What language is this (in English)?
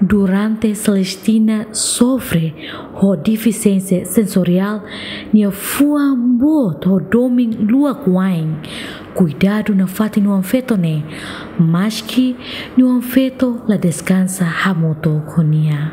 Tetum